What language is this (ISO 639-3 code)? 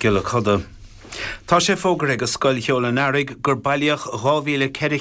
gle